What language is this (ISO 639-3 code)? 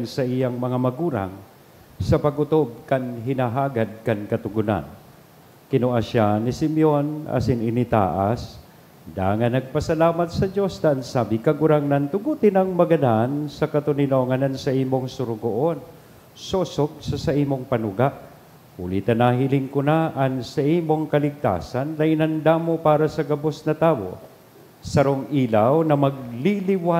bik